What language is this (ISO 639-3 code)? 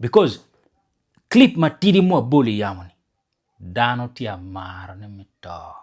ach